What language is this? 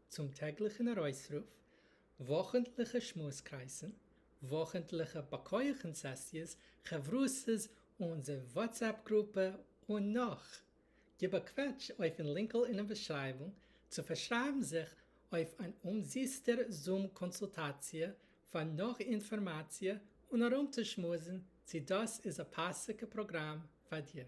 Yiddish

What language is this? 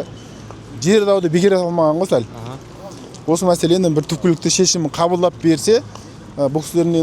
Kazakh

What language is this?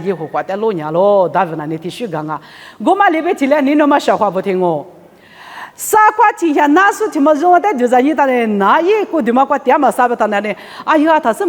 Lisu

